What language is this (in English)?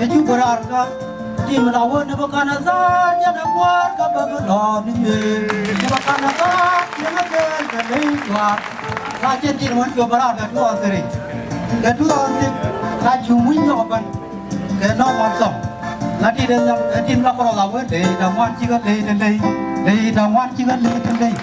Nuer